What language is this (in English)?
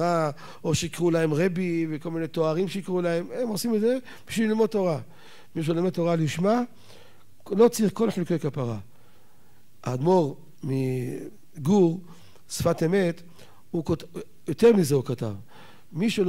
Hebrew